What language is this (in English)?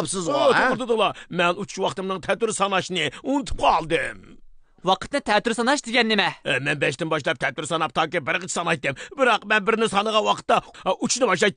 Uyghur